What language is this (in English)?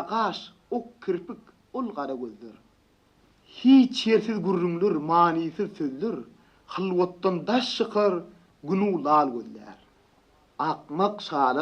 Turkmen